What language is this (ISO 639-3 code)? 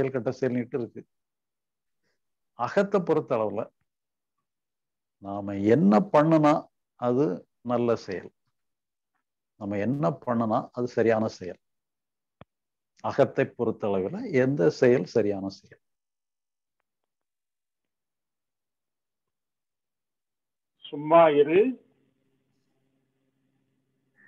tam